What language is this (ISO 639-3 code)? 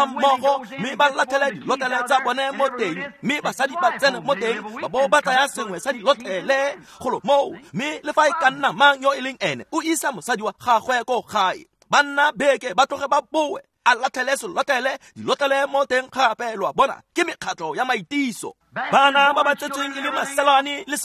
tsn